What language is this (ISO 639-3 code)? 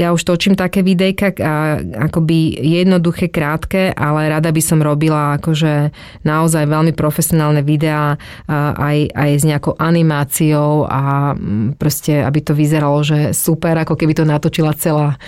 slk